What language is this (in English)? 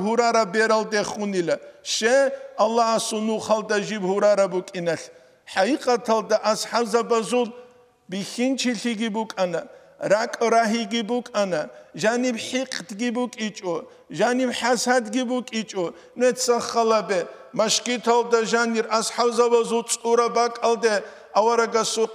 Avaric